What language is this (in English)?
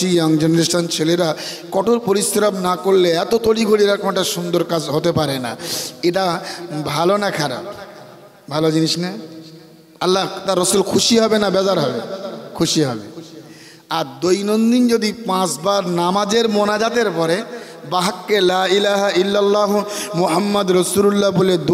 Bangla